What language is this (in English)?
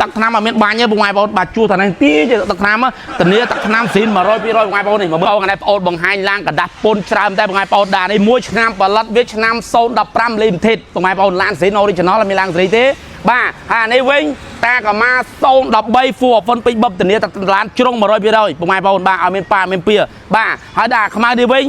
Khmer